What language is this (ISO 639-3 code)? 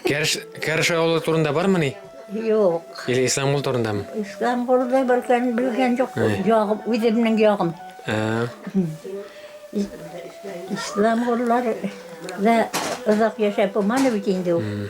bak